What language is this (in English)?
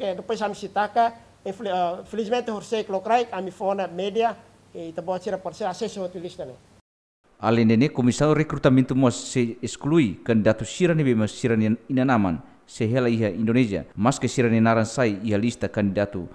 Tetum